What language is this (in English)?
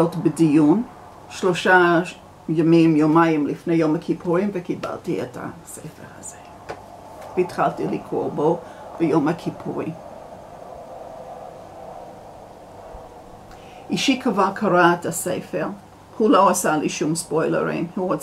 Hebrew